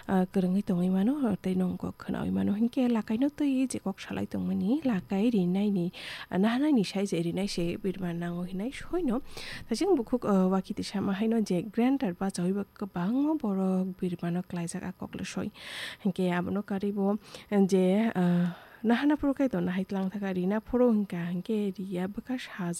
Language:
Kok Borok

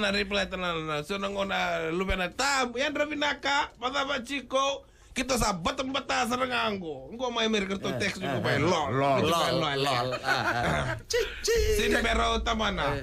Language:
Fijian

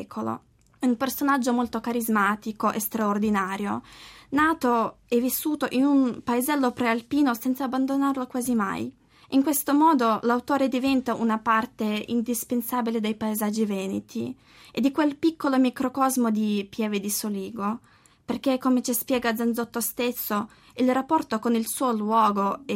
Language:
Italian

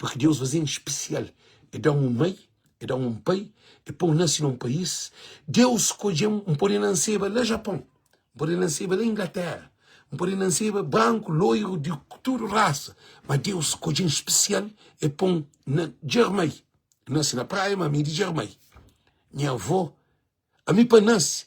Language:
Kabuverdianu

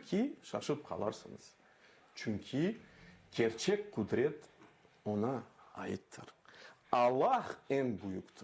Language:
Crimean Tatar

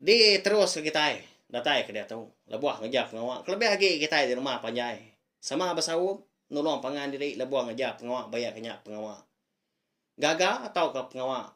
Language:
Iban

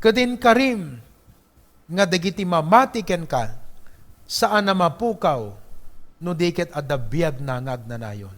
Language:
Iloko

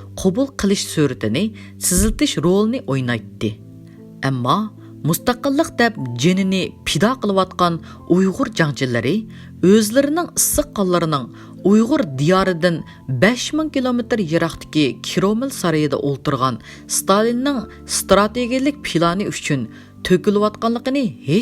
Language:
Uyghur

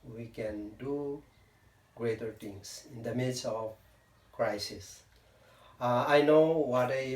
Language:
Kankanaey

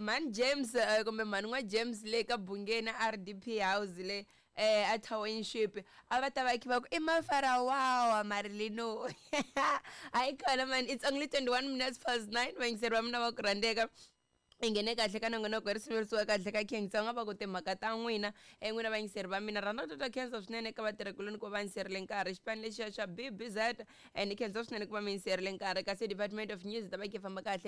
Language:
Tsonga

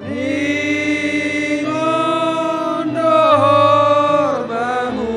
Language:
Batak Simalungun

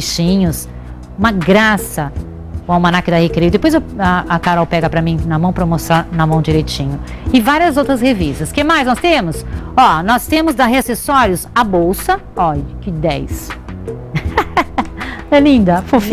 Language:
Portuguese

